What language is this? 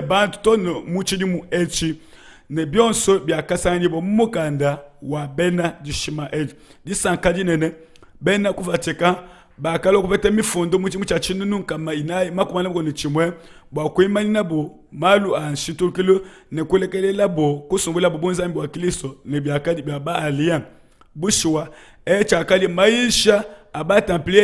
Luba-Lulua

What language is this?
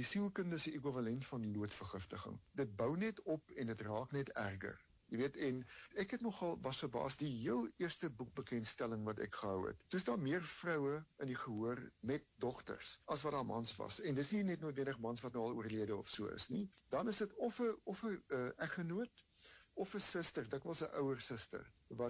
Afrikaans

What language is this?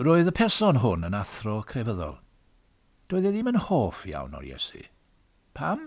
Welsh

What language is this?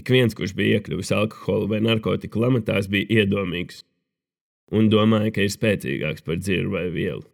Latvian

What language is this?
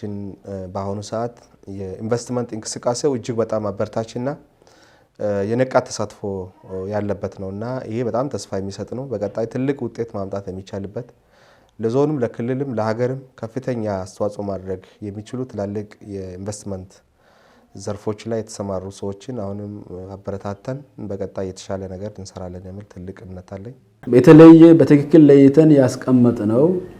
Amharic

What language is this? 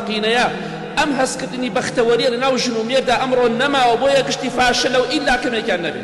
Central Kurdish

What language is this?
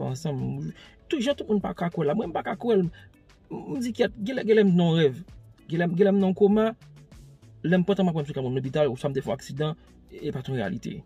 Haitian Creole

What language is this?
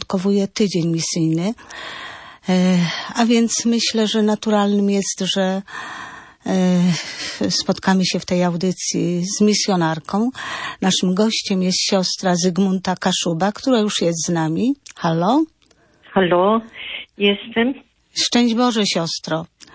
Polish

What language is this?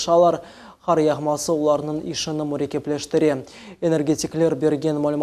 Crimean Tatar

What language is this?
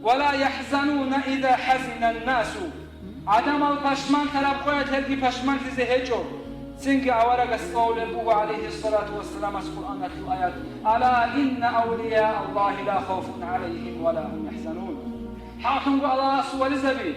Avaric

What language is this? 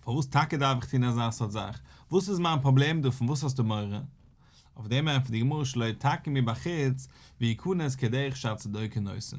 Yiddish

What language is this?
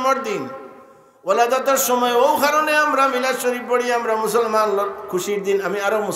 Sylheti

